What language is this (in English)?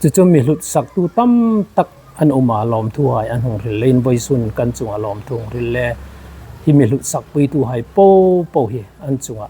Hmar